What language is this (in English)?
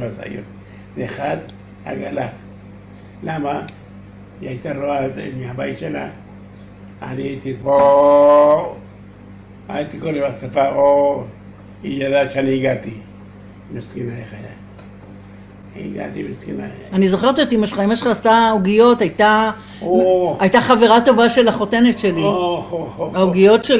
Hebrew